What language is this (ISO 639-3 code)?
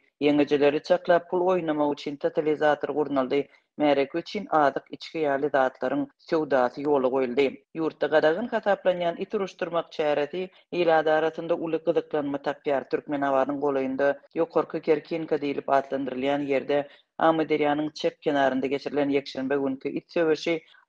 tuk